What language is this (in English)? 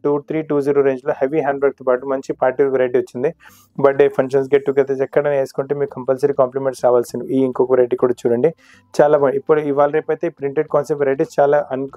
Telugu